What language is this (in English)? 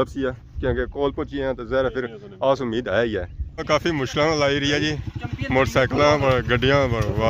Pahari-Potwari